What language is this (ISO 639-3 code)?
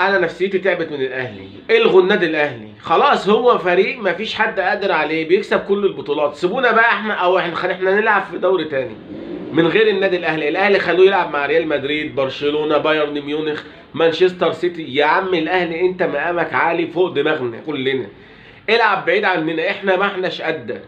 arz